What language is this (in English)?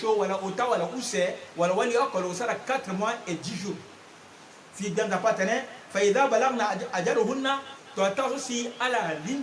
Sango